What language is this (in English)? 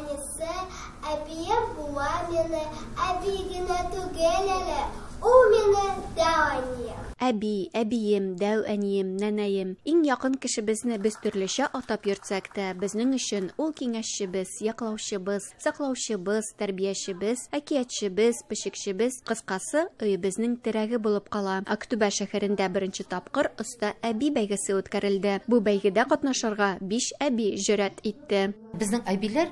Tatar